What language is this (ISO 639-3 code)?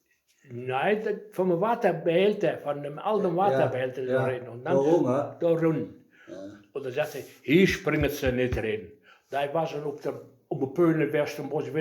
wep